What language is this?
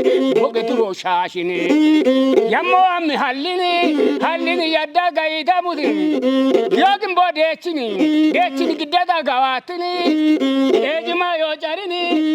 Kafa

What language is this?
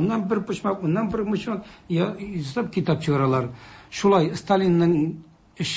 Tatar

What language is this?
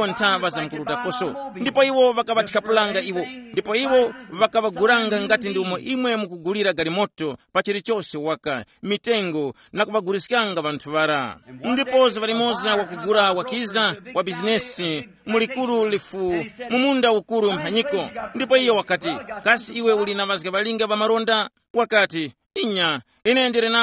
Tumbuka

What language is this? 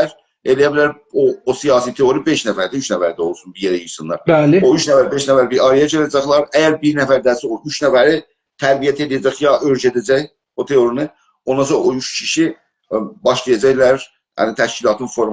South Azerbaijani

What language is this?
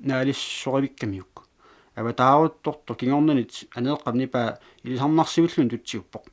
Kalaallisut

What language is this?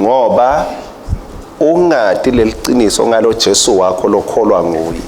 Swati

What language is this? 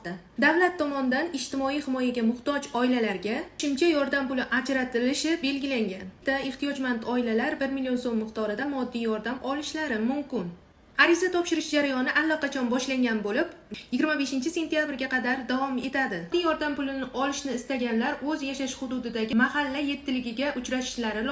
Uzbek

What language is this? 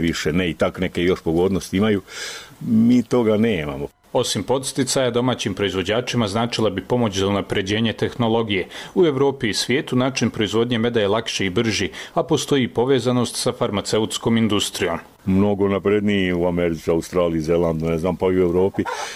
Bosnian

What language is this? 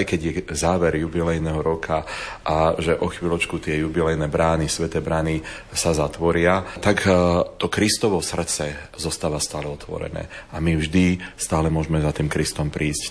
Slovak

